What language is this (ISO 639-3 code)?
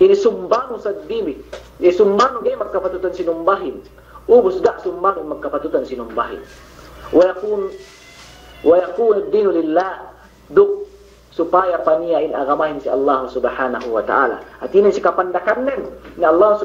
yka